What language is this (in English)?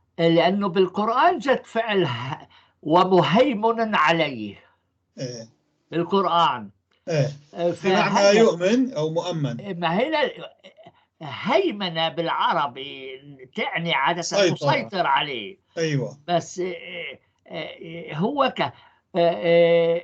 North Levantine Arabic